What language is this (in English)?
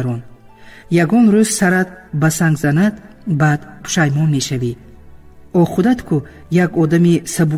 Tajik